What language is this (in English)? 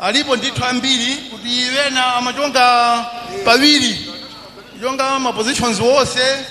Nyanja